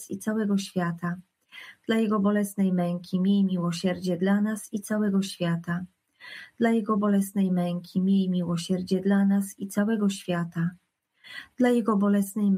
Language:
Polish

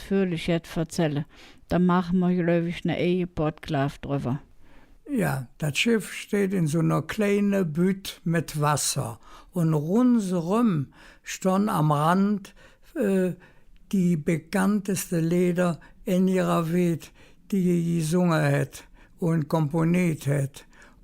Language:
Colognian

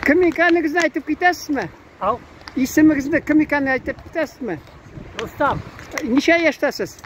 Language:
Tatar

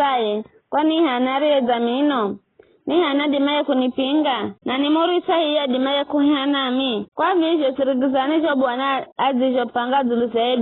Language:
Giryama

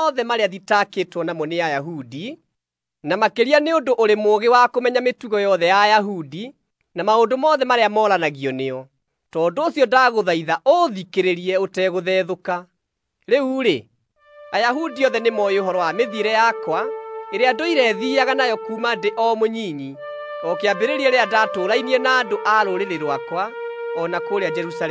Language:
Kikuyu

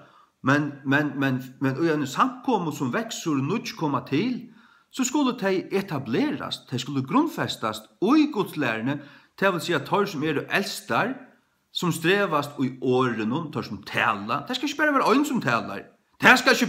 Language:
Faroese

